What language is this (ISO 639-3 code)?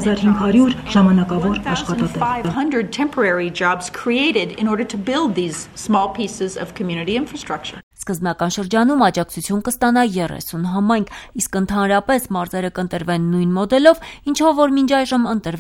hye